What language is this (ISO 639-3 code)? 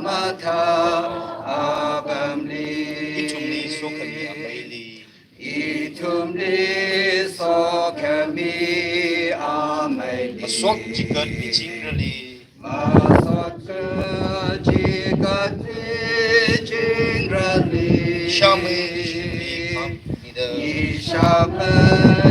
nmf